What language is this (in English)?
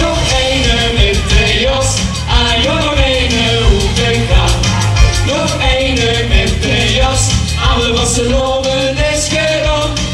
Limburgish